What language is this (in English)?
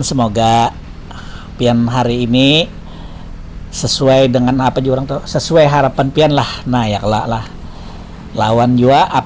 Banjar